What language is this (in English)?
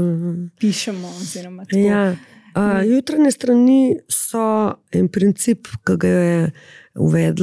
Slovenian